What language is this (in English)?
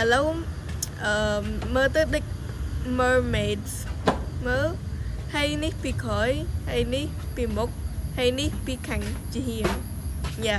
Khmer